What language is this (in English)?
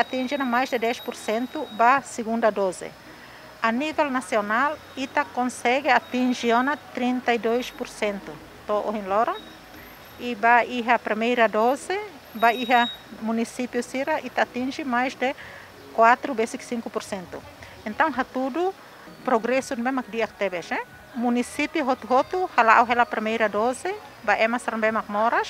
Tetum